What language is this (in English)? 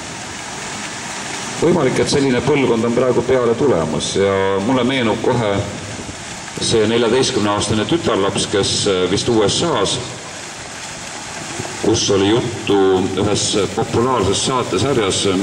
Estonian